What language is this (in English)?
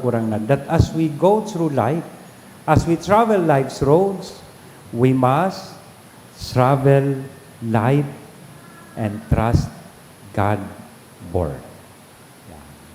Bikol